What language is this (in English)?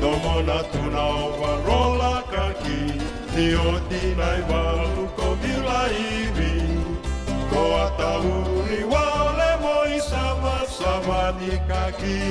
Fijian